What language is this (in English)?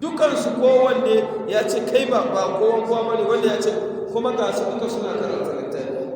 Hausa